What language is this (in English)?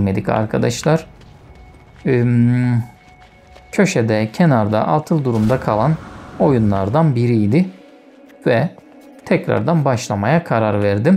Turkish